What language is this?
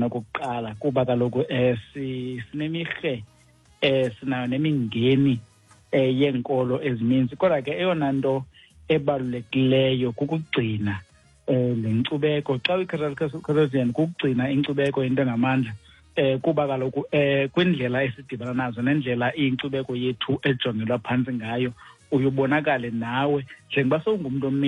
Xhosa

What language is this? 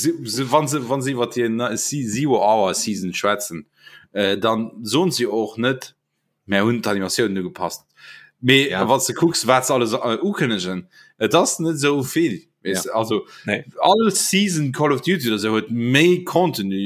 Luxembourgish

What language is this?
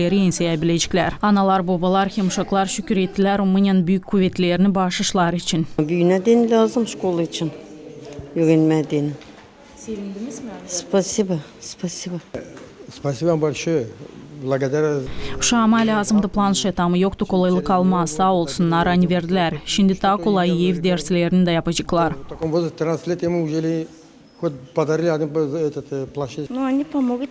Gagauz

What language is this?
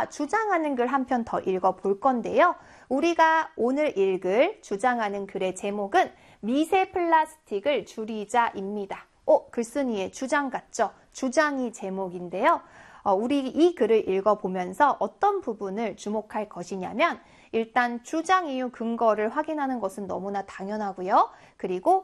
Korean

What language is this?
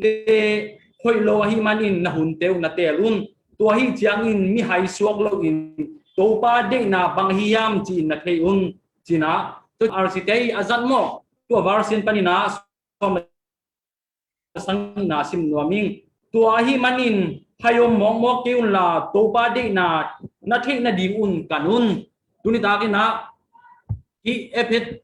Tedim Chin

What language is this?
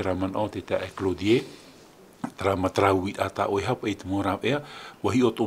Tahitian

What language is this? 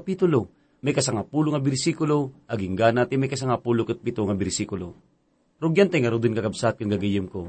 Iloko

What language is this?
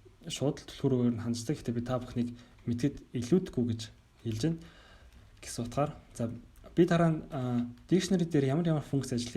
Mongolian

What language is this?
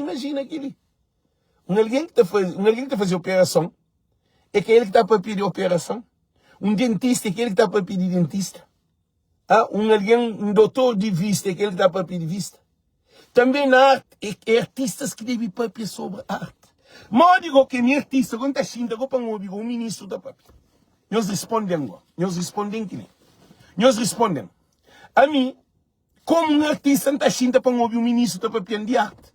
Kabuverdianu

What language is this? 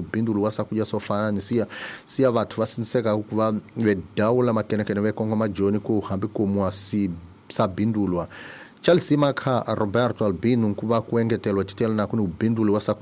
Tsonga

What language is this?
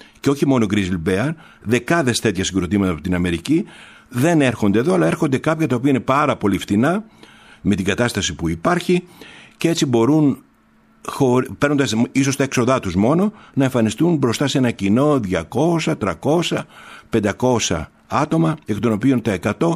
Greek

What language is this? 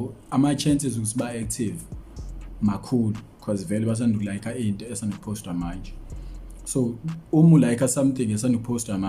Zulu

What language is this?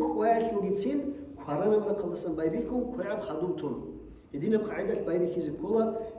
Avaric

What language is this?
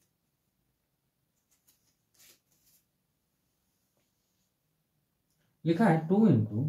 Hindi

